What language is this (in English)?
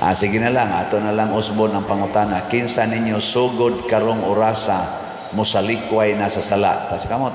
Cebuano